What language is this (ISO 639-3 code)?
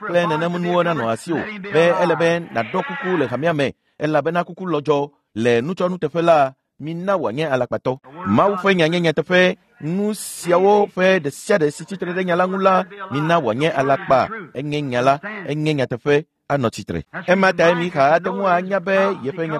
ewe